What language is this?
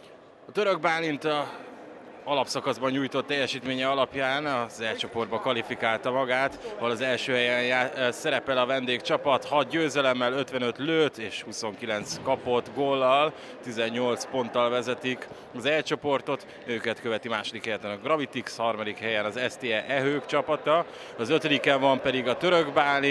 Hungarian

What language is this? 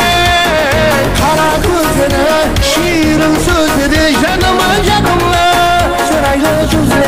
Kara-Kalpak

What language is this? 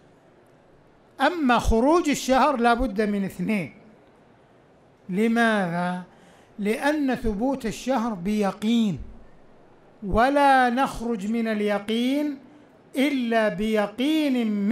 Arabic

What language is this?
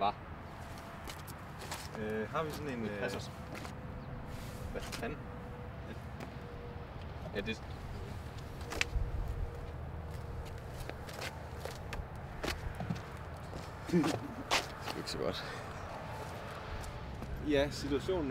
Danish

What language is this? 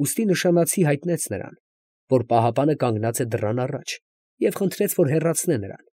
Armenian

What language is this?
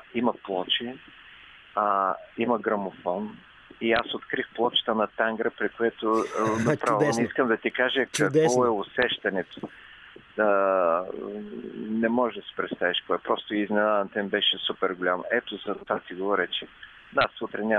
Bulgarian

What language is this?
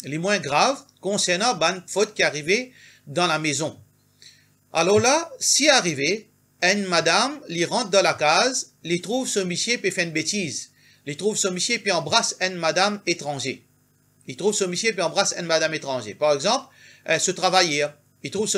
Morisyen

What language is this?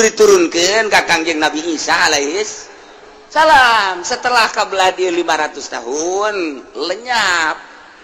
Sundanese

